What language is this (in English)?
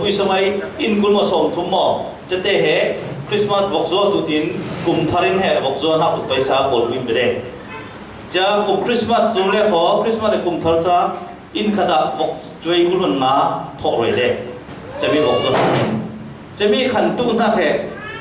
Falam Chin